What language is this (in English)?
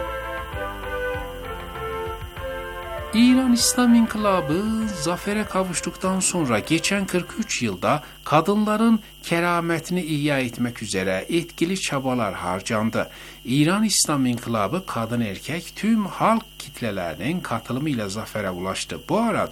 Turkish